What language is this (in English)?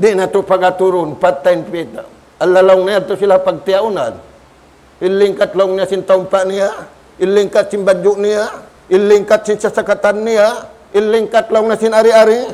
Tausug